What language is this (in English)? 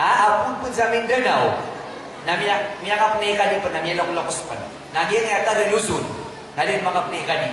Maranao